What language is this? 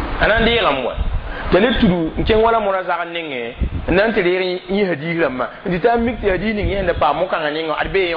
Mossi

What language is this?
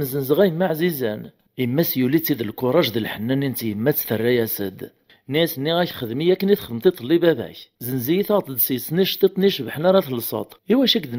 Kabyle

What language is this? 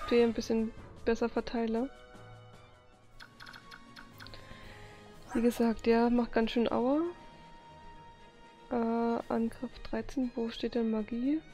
German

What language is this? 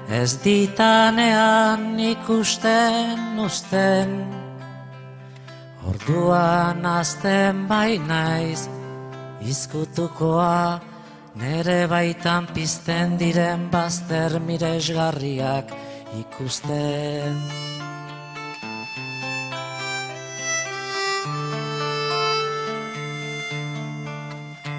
Basque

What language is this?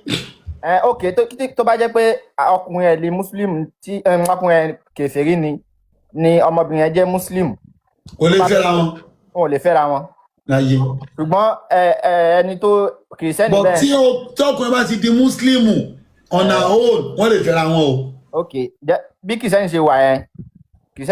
Yoruba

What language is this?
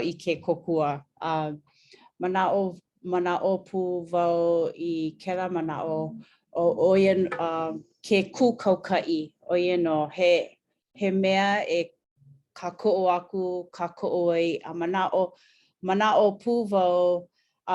Hawaiian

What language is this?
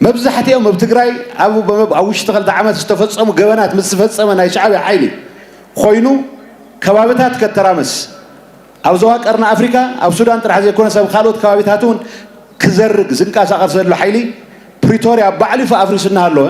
Tigrinya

